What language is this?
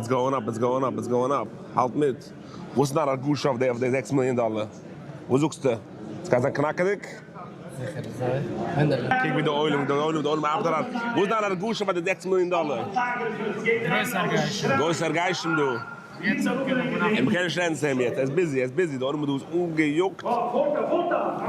Yiddish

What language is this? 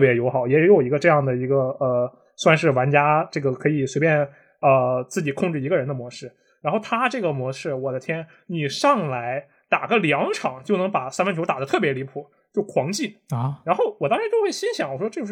Chinese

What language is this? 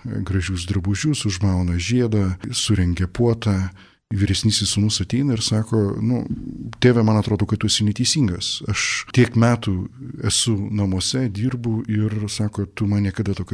Lithuanian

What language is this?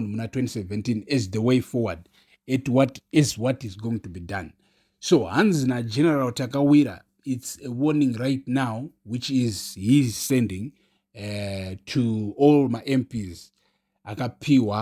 Shona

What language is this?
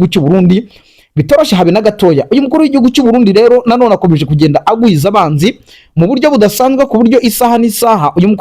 Kinyarwanda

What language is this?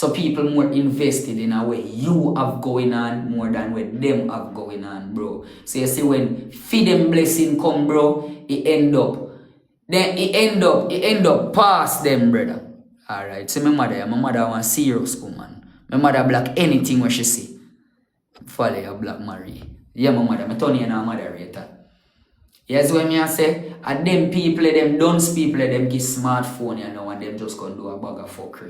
Jamaican Creole English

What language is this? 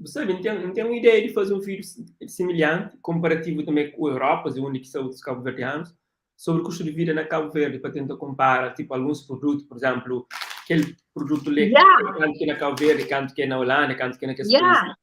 Kabuverdianu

